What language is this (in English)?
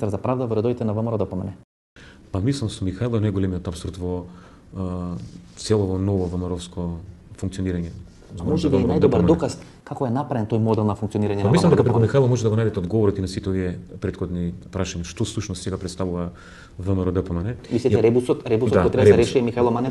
Macedonian